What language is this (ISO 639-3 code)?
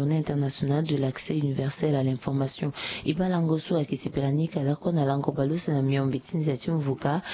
sag